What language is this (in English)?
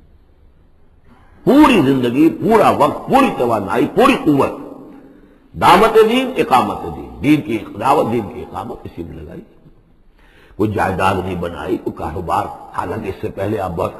Urdu